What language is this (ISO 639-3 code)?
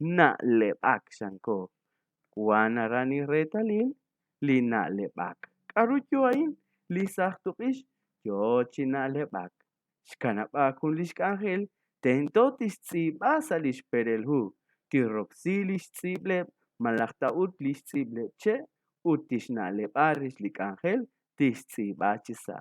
kek